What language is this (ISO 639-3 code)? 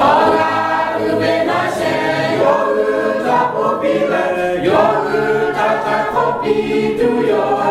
lhu